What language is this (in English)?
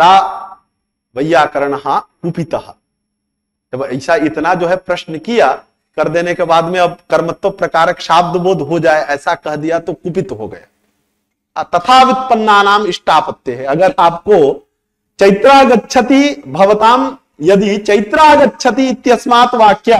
Sanskrit